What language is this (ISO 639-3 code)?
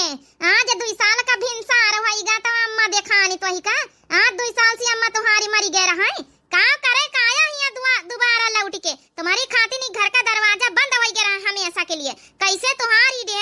awa